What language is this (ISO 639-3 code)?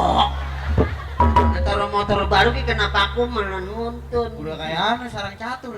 bew